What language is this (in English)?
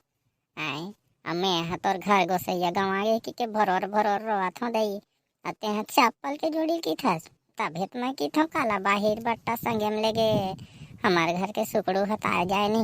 Chhattisgarhi